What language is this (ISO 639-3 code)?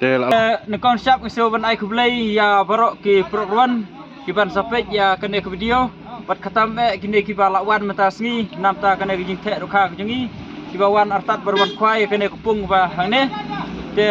kha